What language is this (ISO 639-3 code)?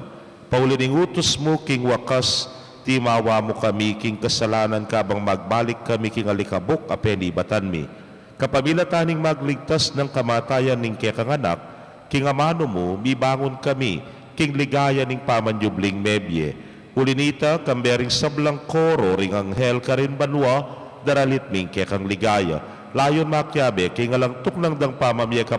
pam